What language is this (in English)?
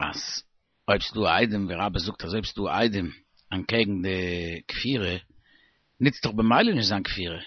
Yiddish